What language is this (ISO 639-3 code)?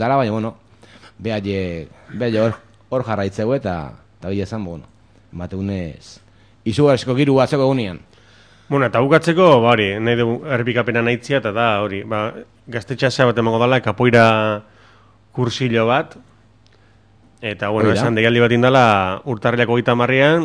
eus